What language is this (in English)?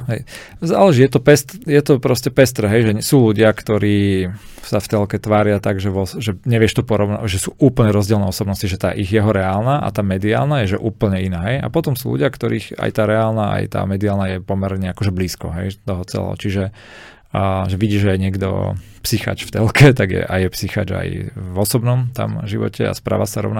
Slovak